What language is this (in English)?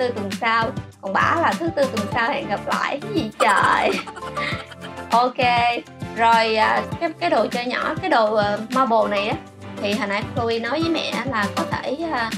Vietnamese